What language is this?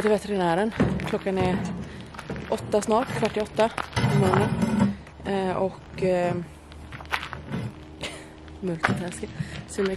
Swedish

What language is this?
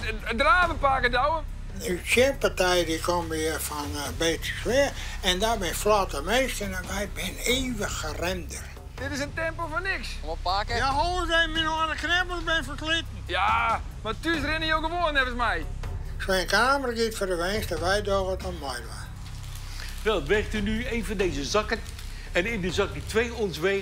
Western Frisian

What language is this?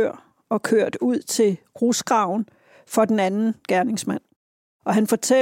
Danish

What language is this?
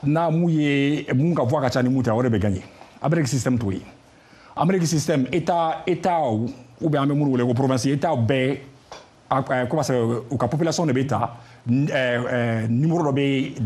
Bambara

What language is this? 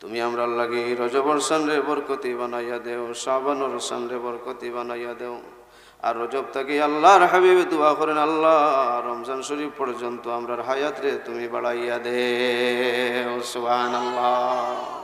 Sylheti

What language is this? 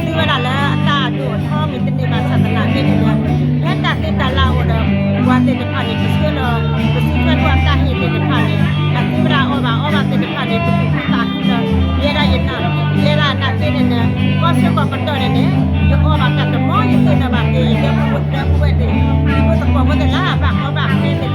S'gaw Karen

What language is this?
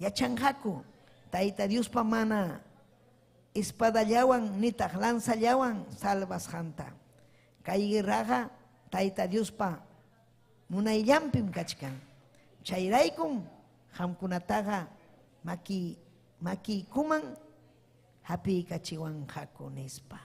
Ayacucho Quechua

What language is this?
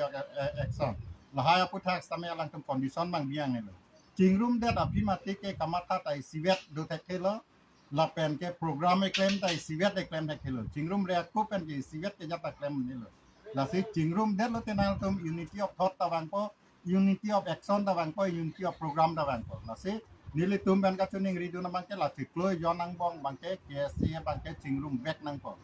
Karbi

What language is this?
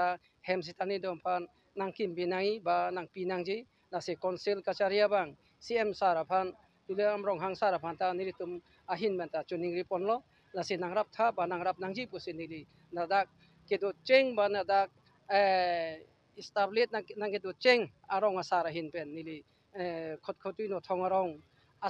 Karbi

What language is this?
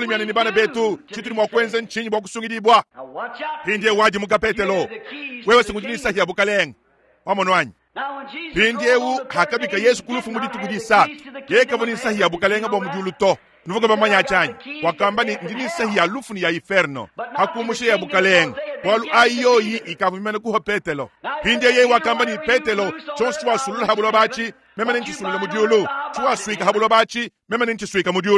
Luba-Lulua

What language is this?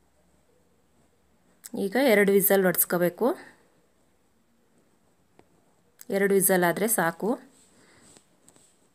Kannada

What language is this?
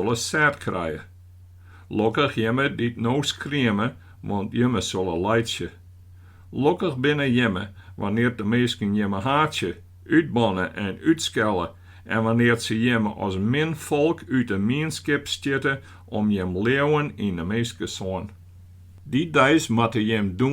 Western Frisian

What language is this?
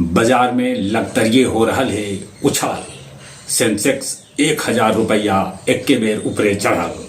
Magahi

